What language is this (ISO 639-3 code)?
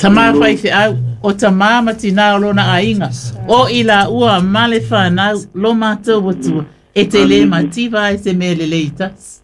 smo